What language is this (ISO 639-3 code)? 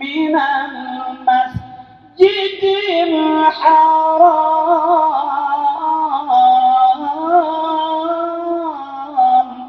ace